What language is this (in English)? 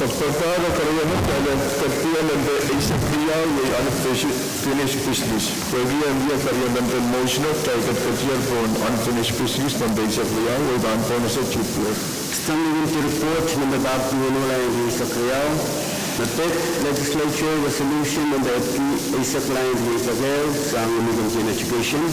Pohnpeian